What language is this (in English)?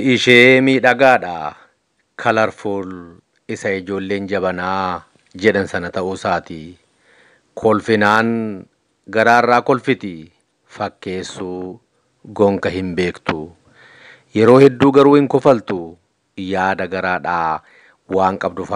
Oromo